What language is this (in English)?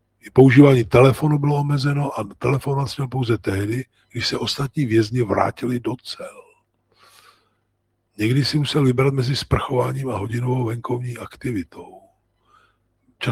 Czech